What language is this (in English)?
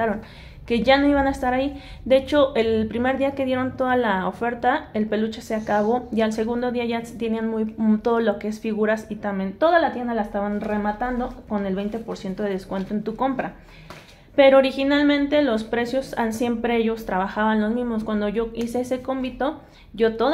Spanish